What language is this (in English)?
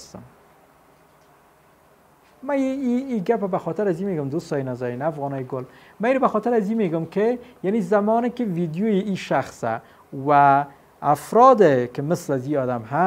Persian